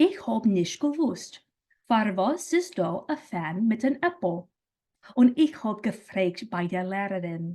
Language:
Yiddish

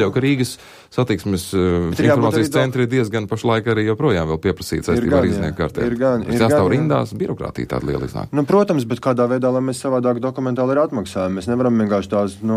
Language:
Latvian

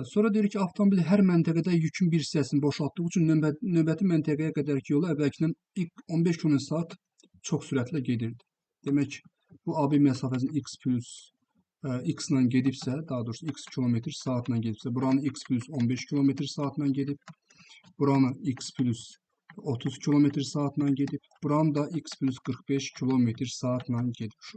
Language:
Azerbaijani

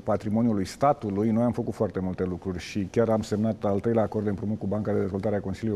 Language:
Romanian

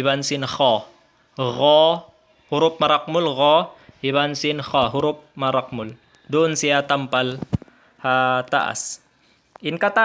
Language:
Tausug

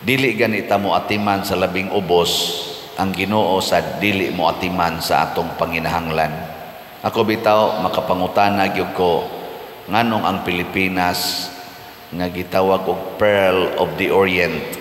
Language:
Cebuano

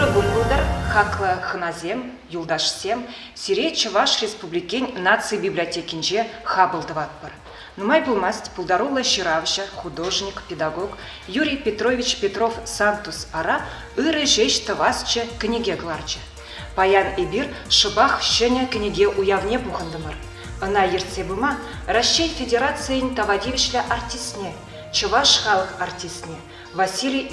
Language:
Chuvash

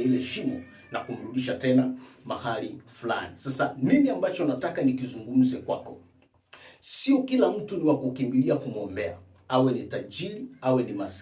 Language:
Swahili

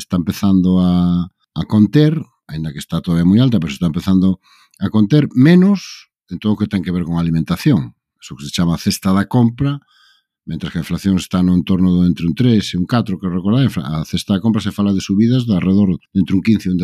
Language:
Galician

